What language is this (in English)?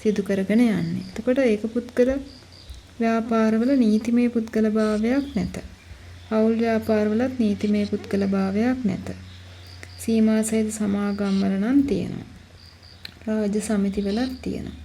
Sinhala